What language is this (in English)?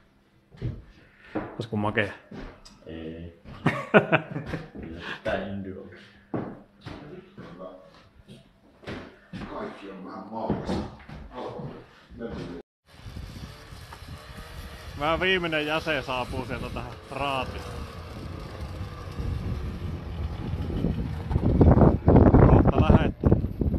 Finnish